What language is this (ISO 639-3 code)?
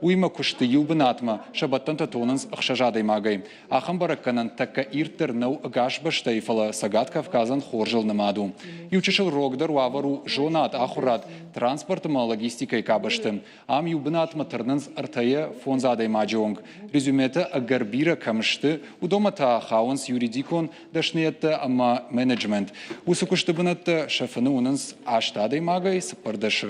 oss